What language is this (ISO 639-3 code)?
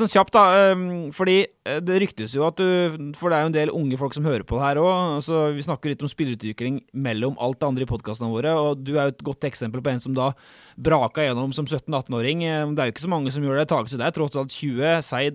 nor